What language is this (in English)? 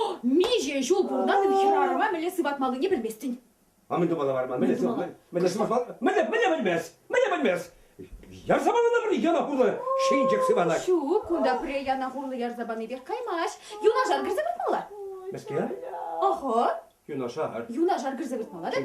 Chuvash